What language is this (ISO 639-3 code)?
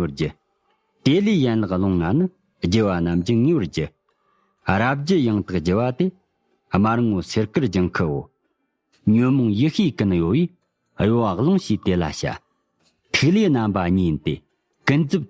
bod